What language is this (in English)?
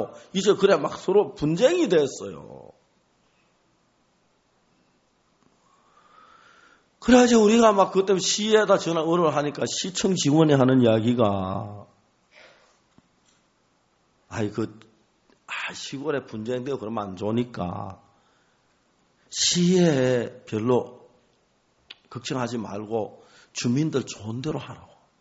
Korean